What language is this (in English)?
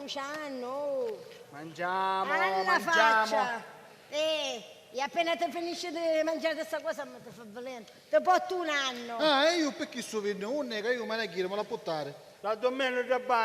Sicilian